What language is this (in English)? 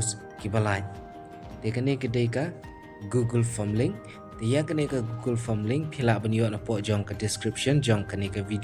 Khasi